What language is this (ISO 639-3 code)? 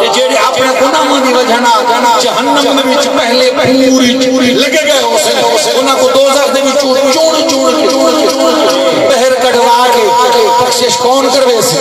skr